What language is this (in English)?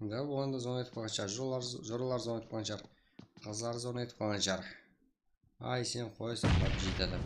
Kara-Kalpak